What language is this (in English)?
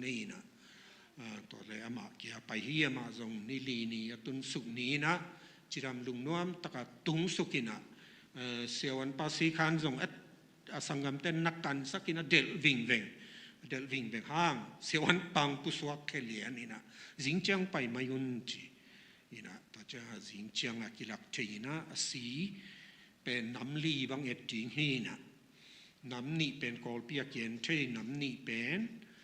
Tedim Chin